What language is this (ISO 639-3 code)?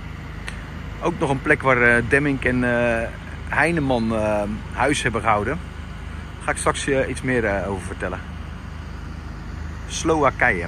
nld